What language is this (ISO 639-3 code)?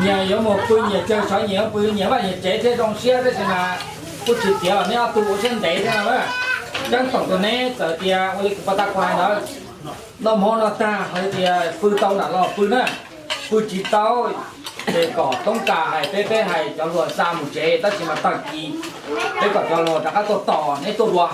hmn